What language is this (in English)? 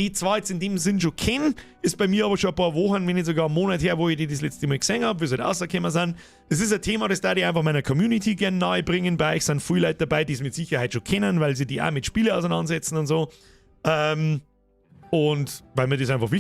Bavarian